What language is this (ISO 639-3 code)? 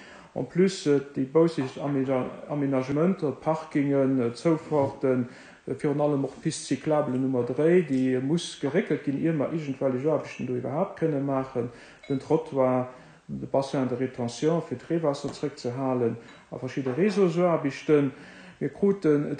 ltz